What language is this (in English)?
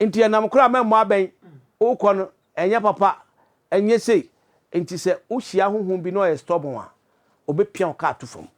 Akan